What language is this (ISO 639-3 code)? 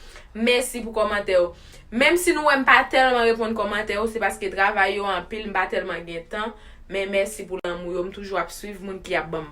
hat